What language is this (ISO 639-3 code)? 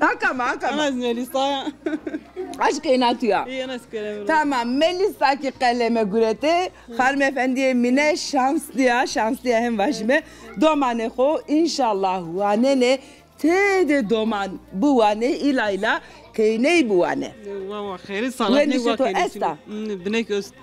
zza